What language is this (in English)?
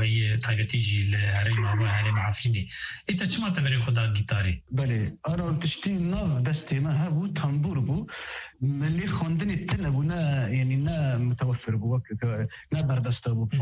Kurdish